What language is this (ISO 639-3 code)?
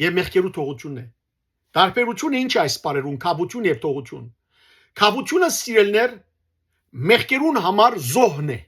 hyw